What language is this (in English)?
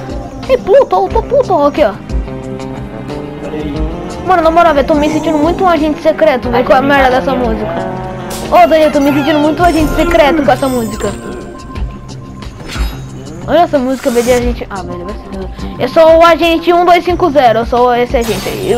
Portuguese